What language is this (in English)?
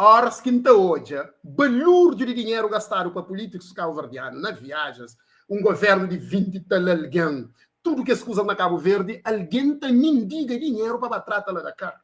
Kabuverdianu